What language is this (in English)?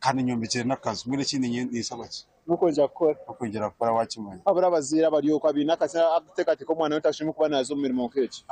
Nyankole